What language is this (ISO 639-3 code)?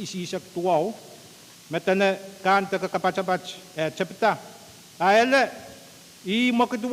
pon